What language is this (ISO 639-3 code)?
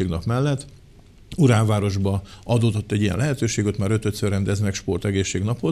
hun